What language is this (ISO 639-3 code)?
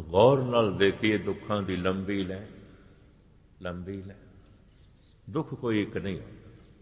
pan